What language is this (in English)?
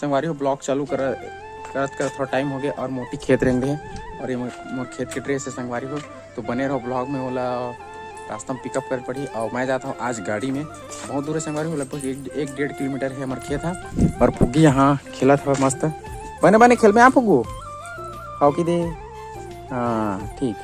Chhattisgarhi